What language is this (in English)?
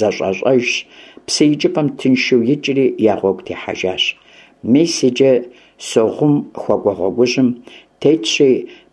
Kabardian